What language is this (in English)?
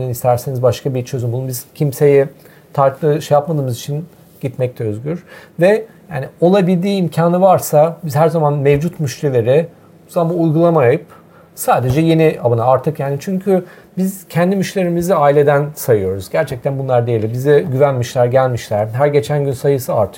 Turkish